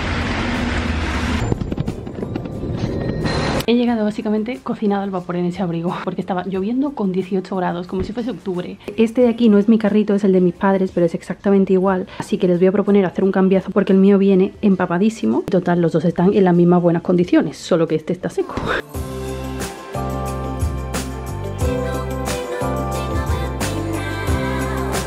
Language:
Spanish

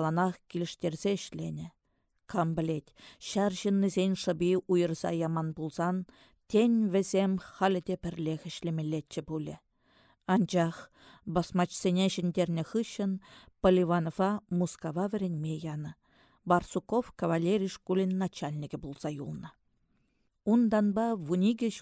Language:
Chuvash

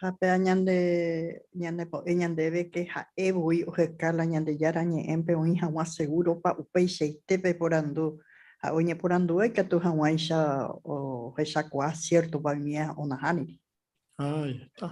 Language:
Guarani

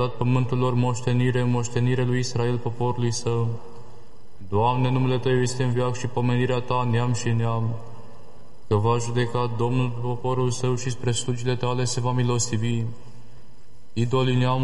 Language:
Romanian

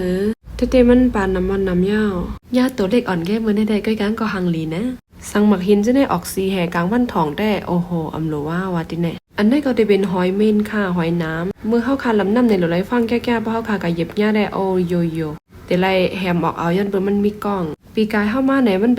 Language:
Shan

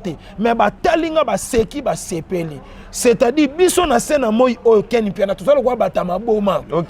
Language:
Lingala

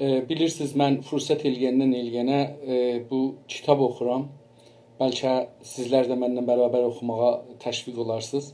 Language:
South Azerbaijani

